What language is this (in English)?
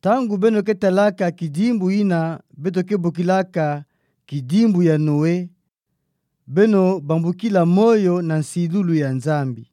Kituba (Democratic Republic of Congo)